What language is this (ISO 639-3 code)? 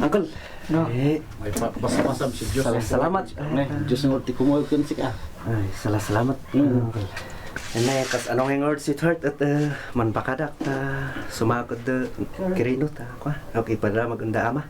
kne